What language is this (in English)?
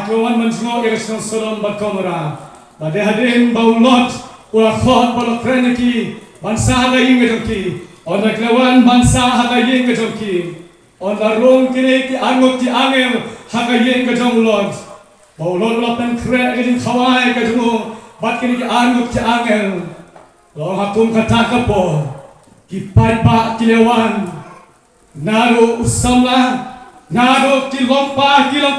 Khasi